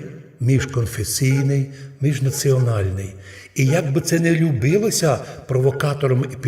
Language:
Rusyn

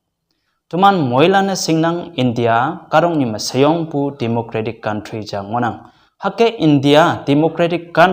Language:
Konyak Naga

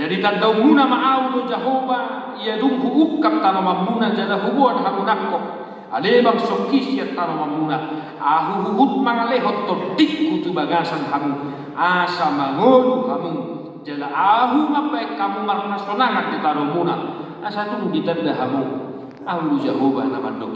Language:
Batak Toba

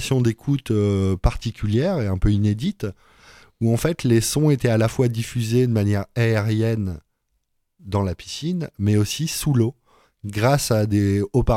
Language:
French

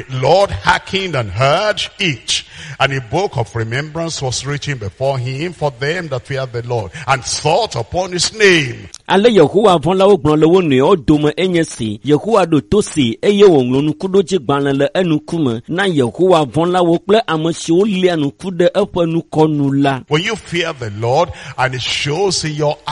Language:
Ewe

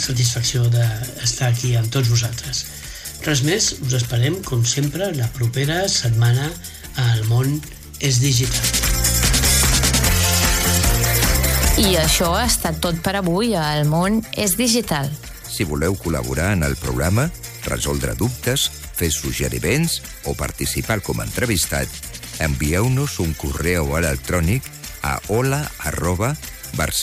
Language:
Catalan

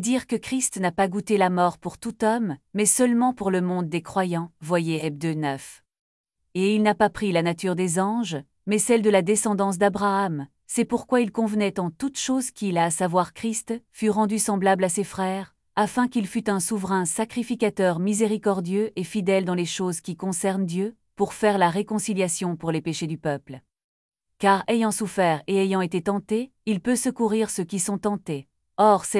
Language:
French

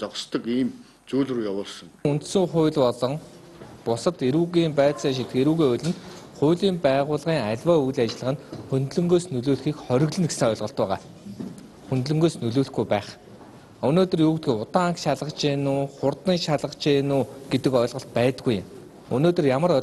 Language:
Mongolian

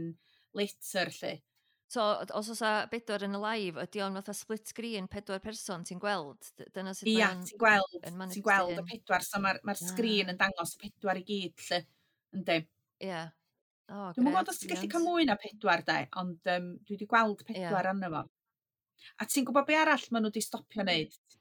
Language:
Welsh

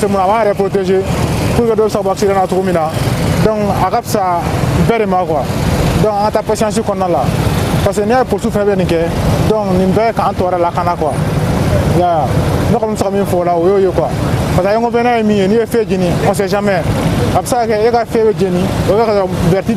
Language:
Bambara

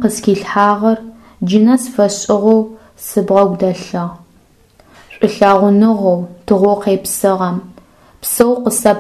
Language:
Adyghe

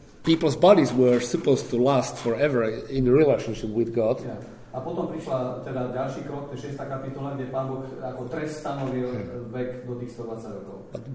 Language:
Slovak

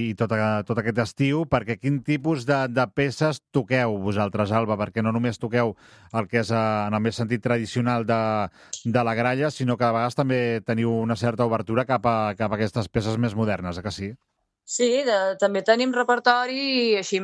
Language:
Catalan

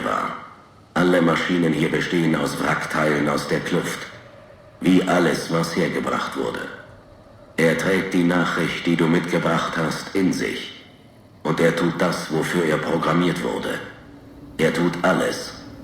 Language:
Bavarian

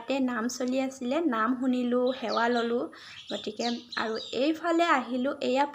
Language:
Assamese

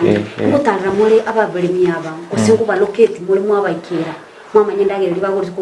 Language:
Gusii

